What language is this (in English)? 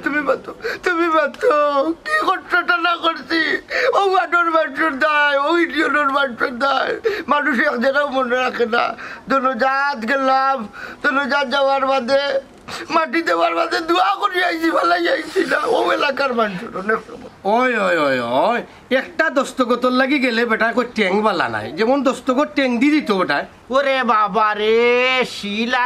Sylheti